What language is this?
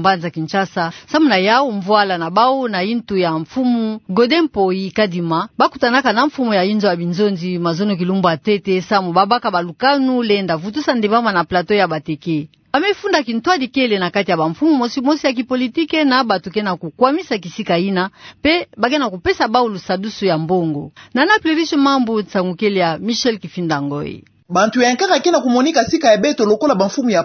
Kituba (Democratic Republic of Congo)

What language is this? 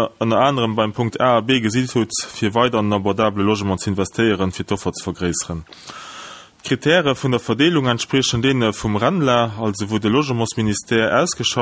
Luxembourgish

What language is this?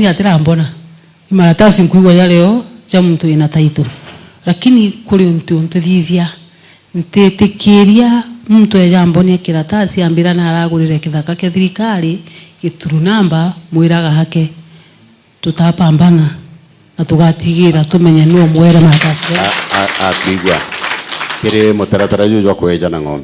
Meru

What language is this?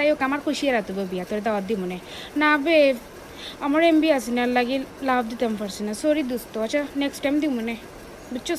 Sylheti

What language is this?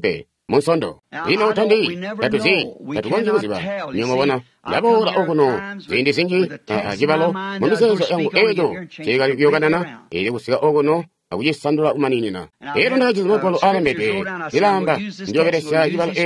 Tonga (Zambia)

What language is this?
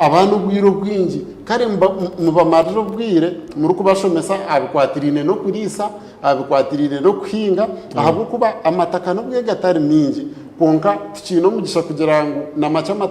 Nyankole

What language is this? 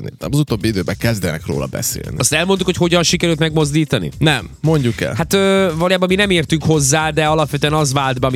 Hungarian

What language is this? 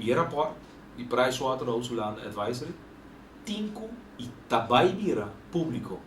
Papiamento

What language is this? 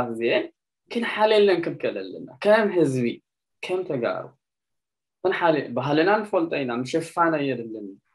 Tigrinya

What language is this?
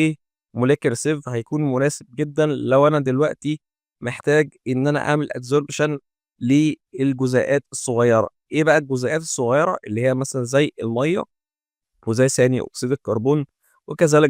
Egyptian Arabic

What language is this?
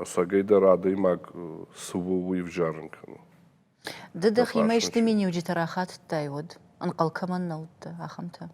Ossetic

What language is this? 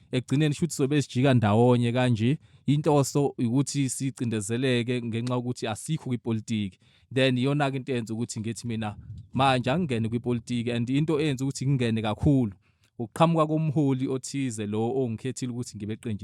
Zulu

